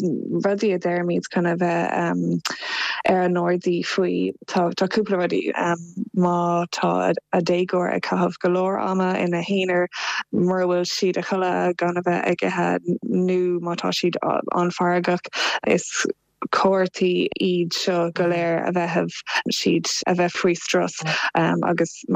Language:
Irish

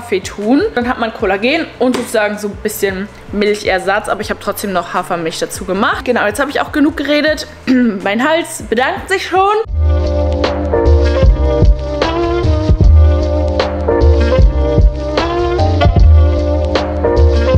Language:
German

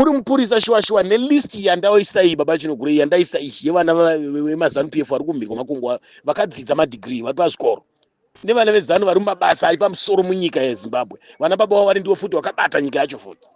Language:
Shona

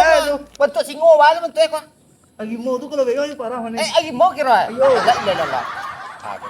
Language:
Minangkabau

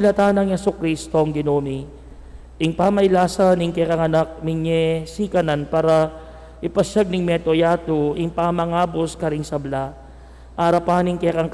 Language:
Pampanga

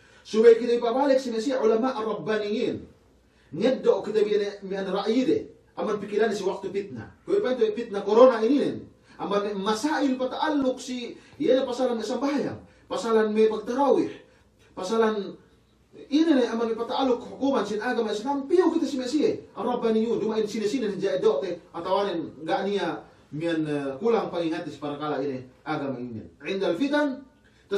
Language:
Yakan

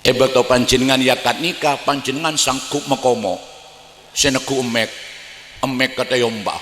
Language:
Madurese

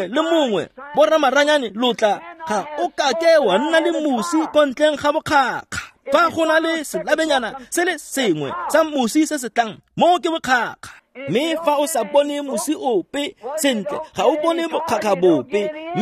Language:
Tswana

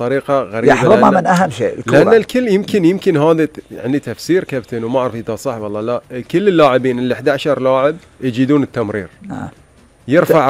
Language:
Gulf Arabic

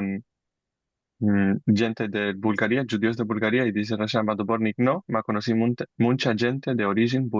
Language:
Ladino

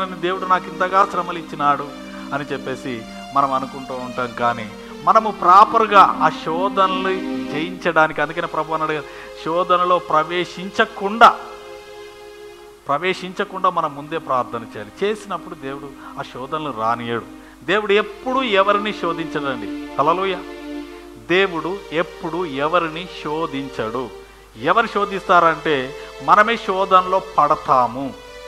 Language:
Telugu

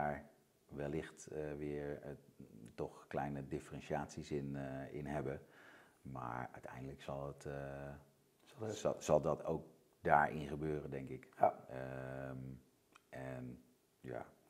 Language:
Dutch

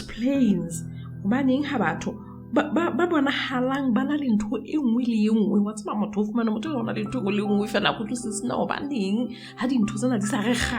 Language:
Southern Sotho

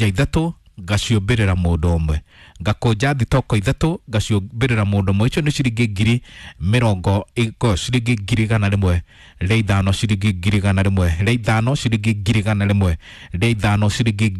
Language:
Kikuyu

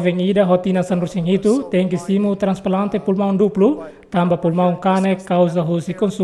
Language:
Tetum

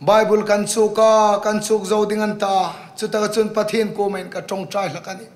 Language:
Hmar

